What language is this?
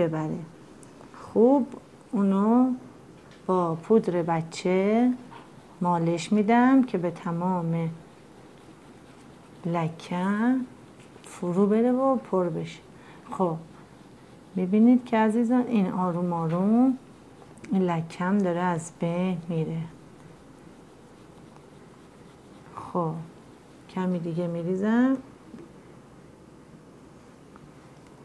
Persian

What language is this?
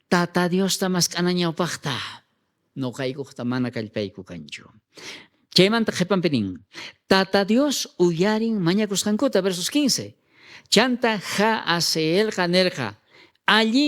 South Bolivian Quechua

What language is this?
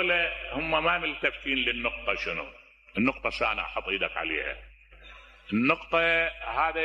Mesopotamian Arabic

